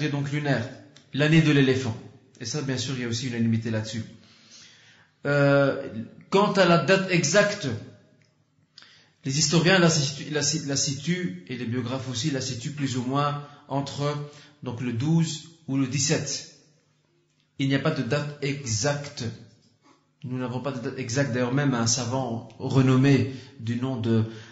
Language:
French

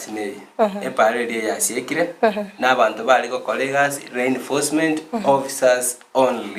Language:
Gusii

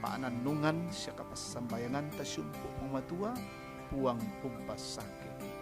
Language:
Toraja-Sa'dan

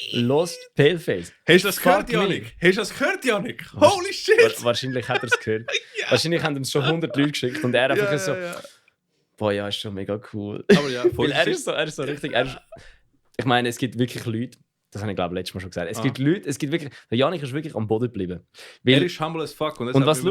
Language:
Swiss German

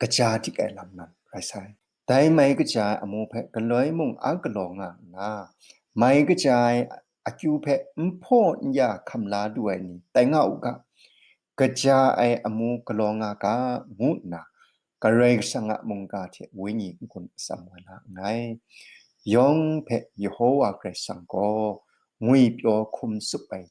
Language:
Kachin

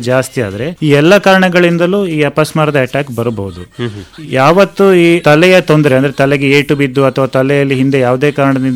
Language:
Kannada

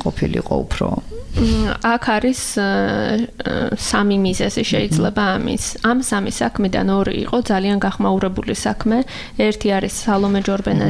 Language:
Georgian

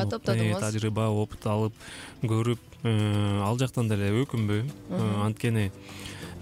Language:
Kyrgyz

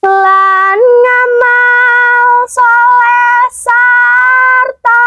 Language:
Javanese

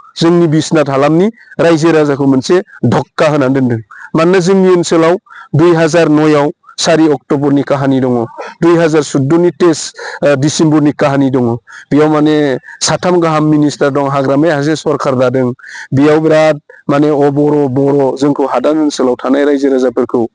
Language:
Bodo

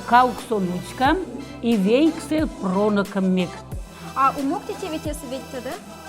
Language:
Moksha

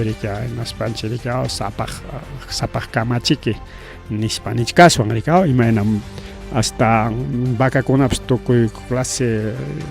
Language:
Ayacucho Quechua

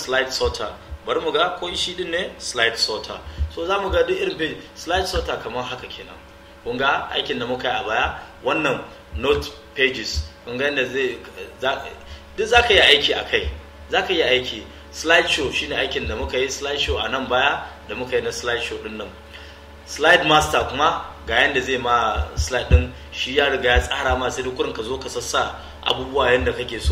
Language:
Hausa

